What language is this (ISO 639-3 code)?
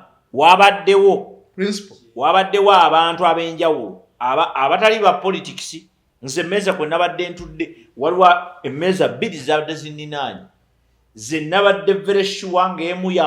lug